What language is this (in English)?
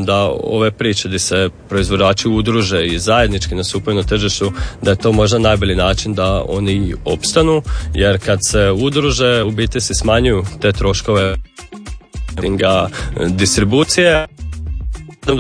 Croatian